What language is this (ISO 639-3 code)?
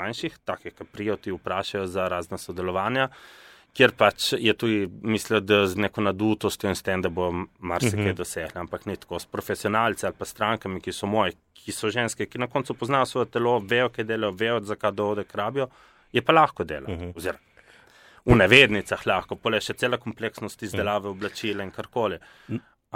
slv